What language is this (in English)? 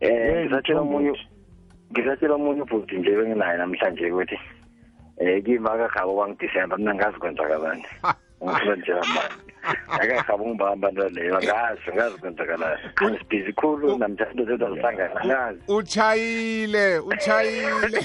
South Ndebele